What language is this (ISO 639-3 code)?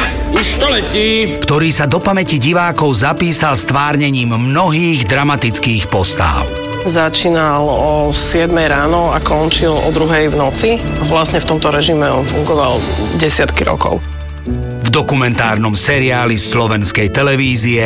slk